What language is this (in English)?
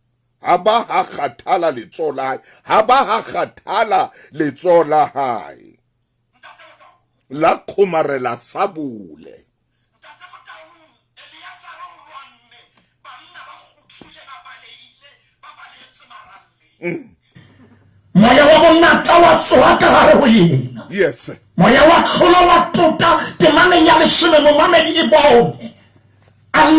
Southern Sotho